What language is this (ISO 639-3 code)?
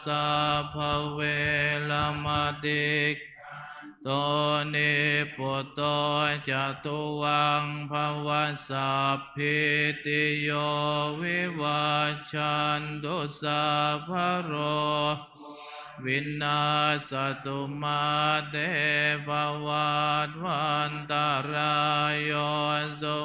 pli